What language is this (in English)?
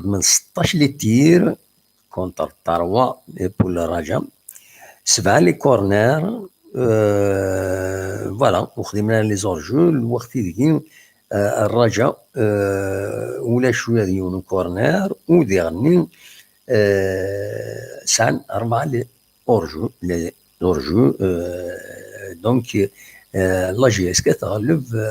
Kabyle